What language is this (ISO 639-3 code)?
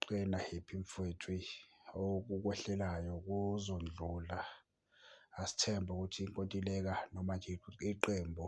zul